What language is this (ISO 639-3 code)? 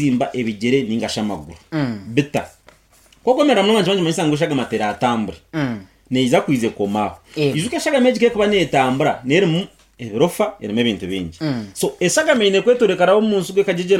nyn